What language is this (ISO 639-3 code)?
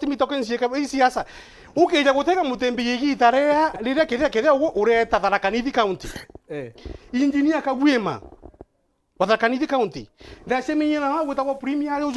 mer